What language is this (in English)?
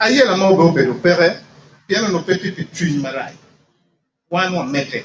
Acoli